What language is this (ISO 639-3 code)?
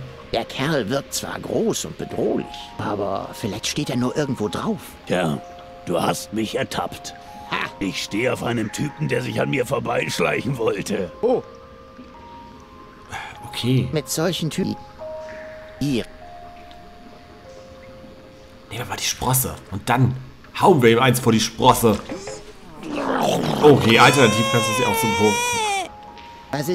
deu